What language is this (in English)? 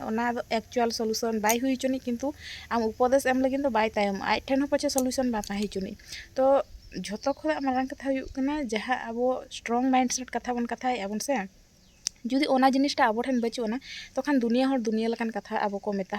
Santali